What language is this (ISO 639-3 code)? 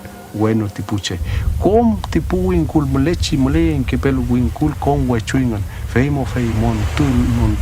arn